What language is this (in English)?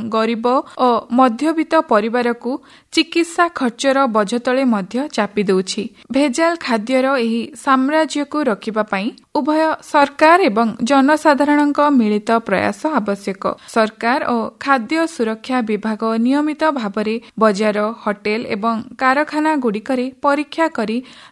Odia